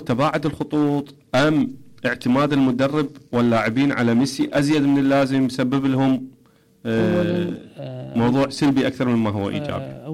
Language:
Mesopotamian Arabic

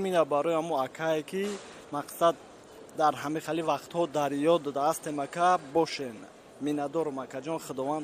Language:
Tajik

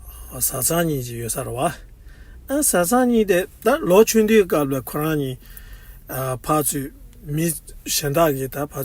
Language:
Tibetan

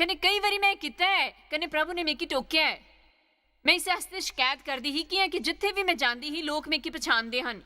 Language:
Dogri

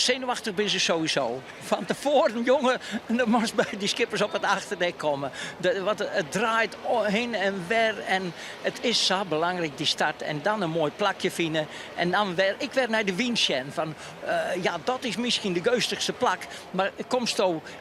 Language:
Western Frisian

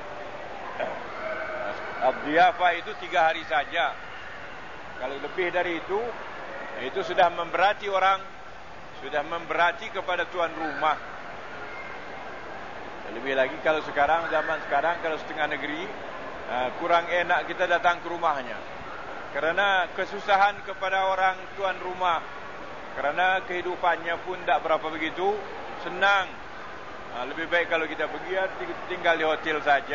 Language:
Malay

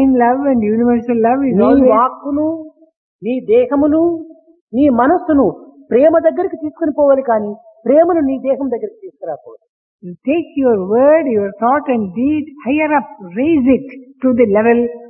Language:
Telugu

